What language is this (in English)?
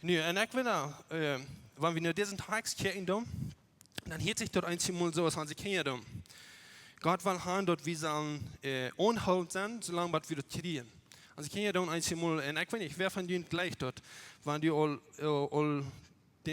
Plautdietsch